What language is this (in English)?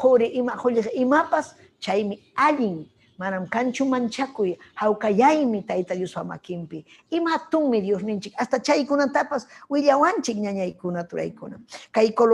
Ayacucho Quechua